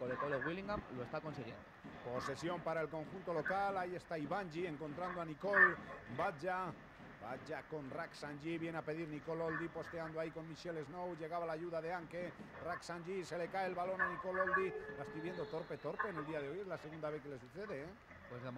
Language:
Spanish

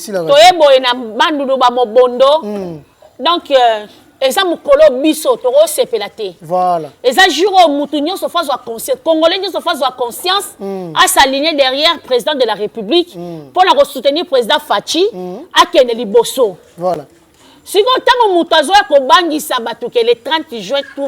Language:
Lingala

